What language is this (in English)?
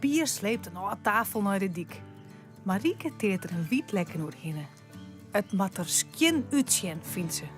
Western Frisian